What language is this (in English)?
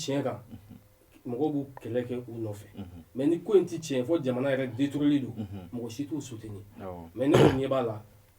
Bambara